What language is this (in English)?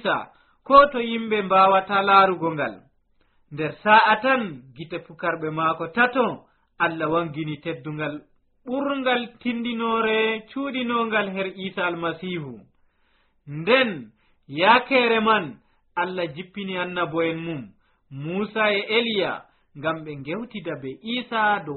Nigerian Fulfulde